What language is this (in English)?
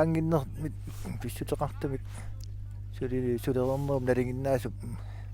Kalaallisut